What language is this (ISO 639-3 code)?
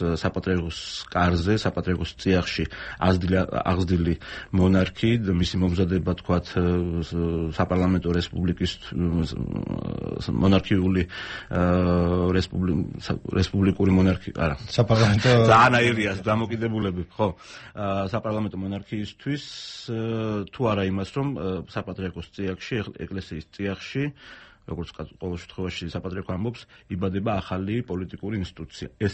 kat